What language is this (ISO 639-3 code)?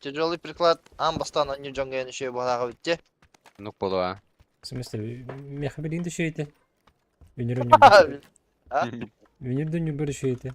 sah